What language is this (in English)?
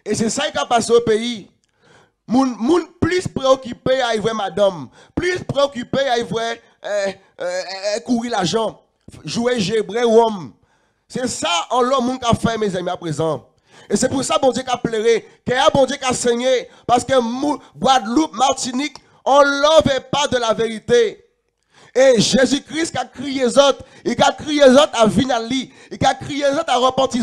Guadeloupean Creole French